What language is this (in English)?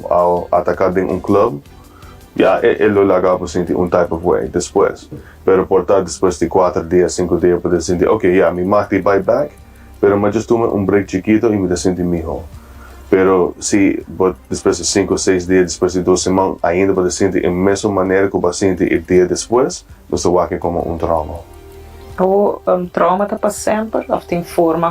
Papiamento